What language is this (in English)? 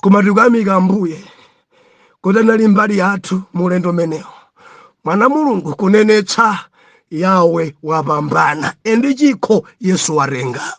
Nyanja